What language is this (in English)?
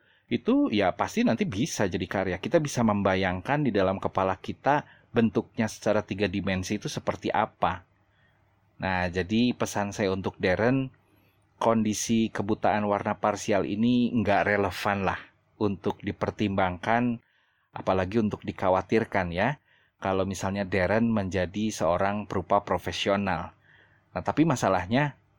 Indonesian